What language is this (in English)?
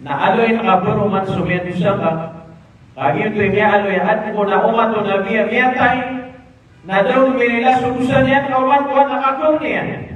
Maranao